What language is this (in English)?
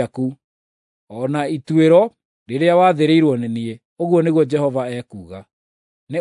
Kikuyu